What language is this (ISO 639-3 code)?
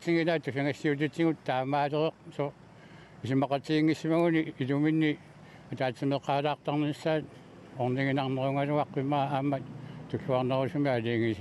kal